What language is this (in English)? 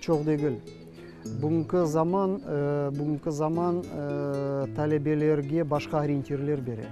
Crimean Tatar